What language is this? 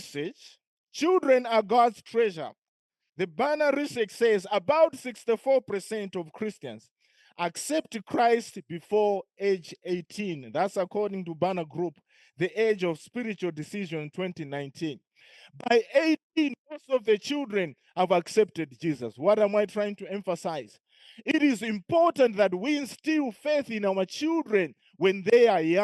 English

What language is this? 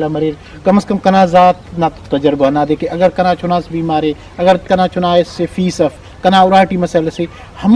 Brahui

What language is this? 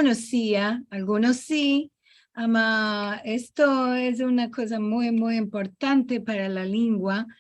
Ladino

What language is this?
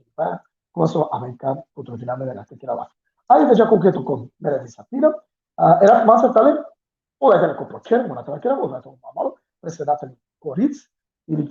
Balkan Romani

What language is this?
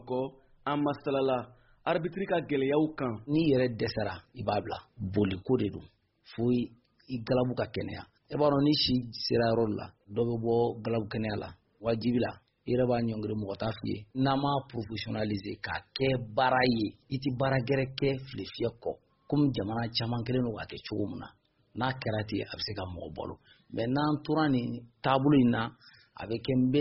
Bambara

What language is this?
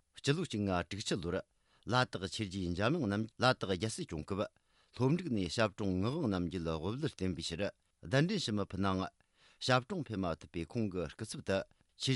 Tibetan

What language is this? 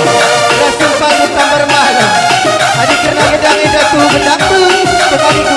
Batak Karo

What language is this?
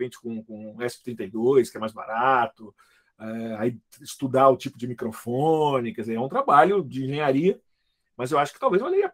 Portuguese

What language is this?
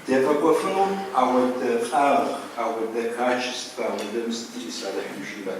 Kabardian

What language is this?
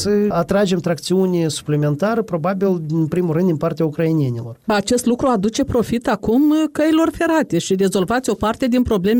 Romanian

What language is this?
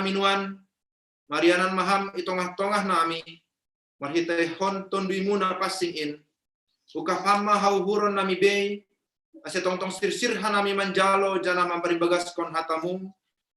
Batak Simalungun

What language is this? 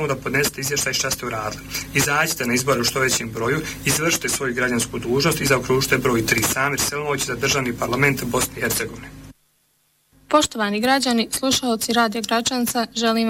Bosnian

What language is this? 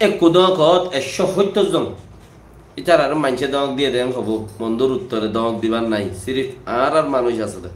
Rohingya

